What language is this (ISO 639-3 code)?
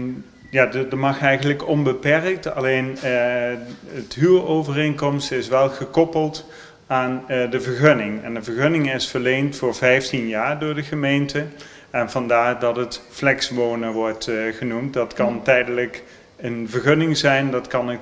nld